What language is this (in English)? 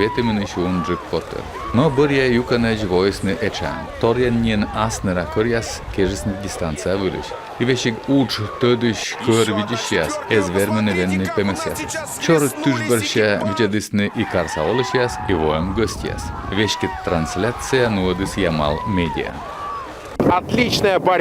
Komi